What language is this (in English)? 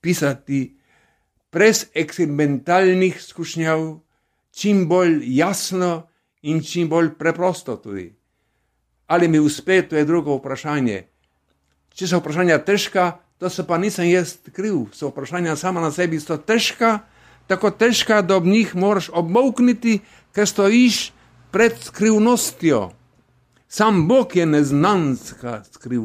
Slovenian